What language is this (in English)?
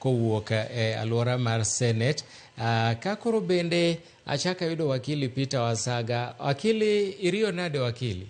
Luo (Kenya and Tanzania)